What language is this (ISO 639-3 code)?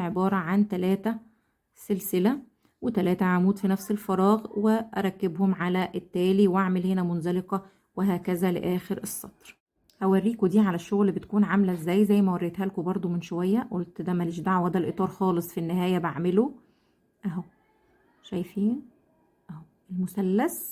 arz